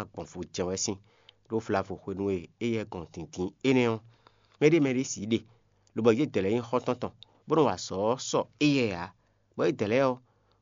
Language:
Fon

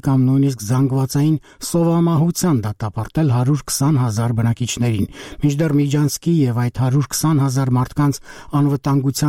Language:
Armenian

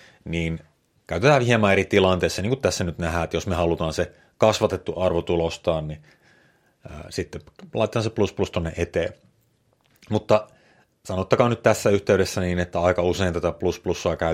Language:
Finnish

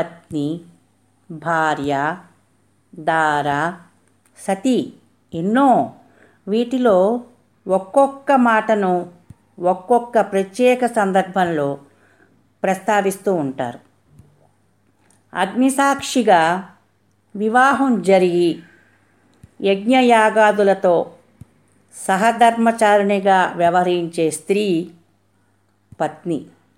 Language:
Telugu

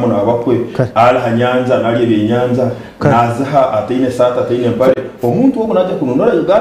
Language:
Nyankole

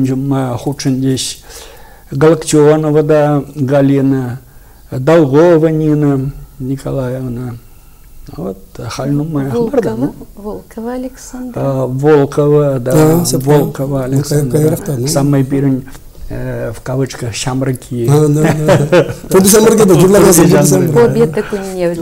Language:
Chuvash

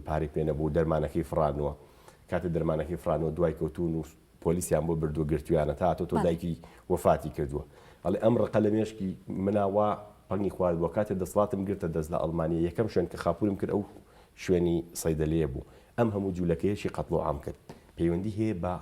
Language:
Central Kurdish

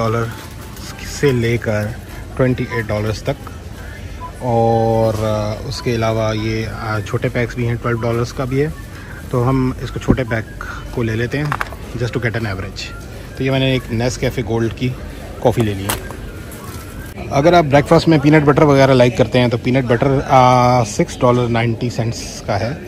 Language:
Hindi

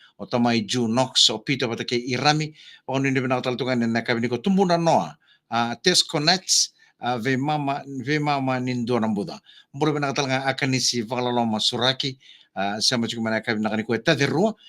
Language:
Fijian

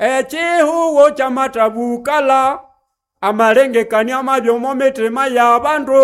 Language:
Nande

